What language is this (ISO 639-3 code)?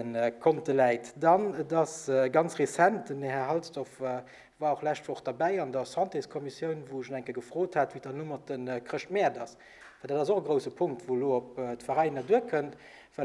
ltz